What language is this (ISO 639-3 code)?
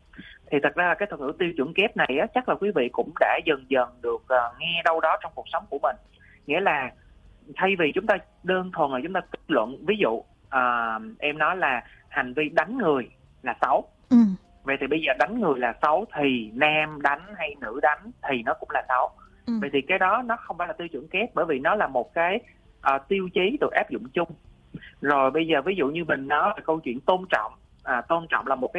vie